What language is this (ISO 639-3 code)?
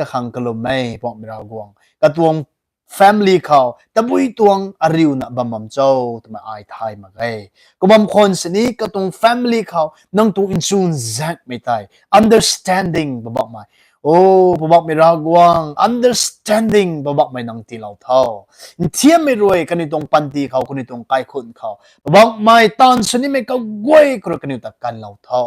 nbu